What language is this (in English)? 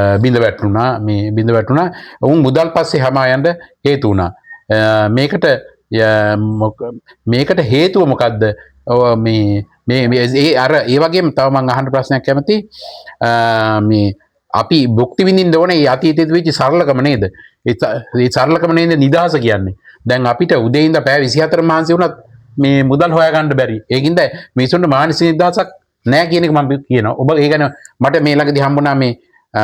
Sinhala